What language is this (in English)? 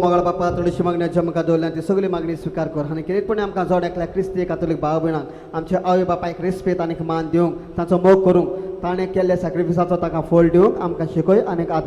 Konkani